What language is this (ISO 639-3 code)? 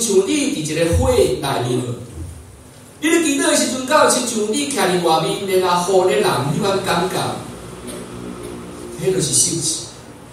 nan